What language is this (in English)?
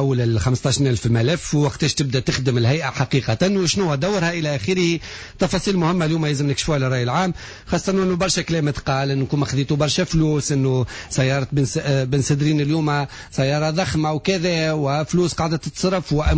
Tunisian Arabic